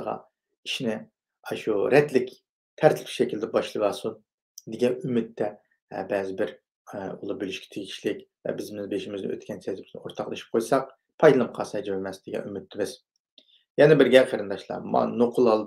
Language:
Uyghur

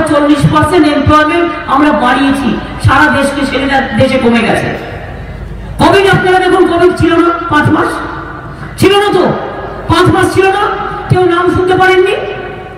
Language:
Bangla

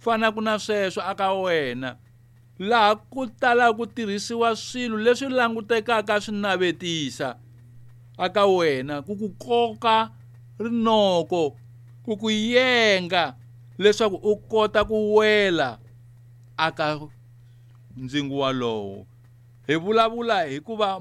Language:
Tsonga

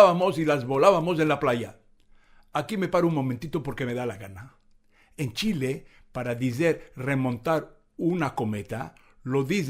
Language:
Ladino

